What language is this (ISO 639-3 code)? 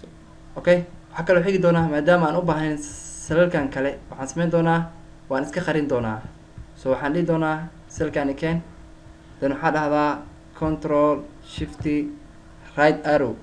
som